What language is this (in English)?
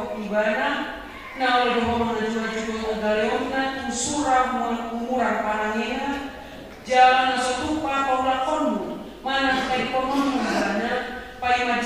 Batak Toba